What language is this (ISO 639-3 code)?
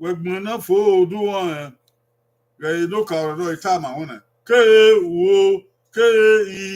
bin